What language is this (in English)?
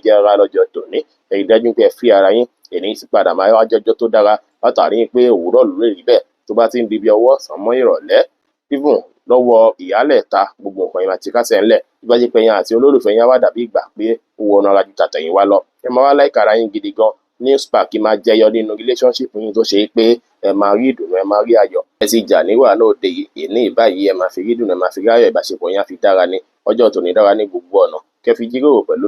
Yoruba